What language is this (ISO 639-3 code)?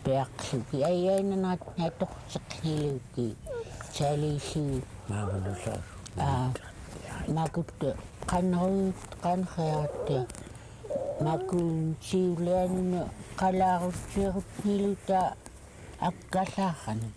esu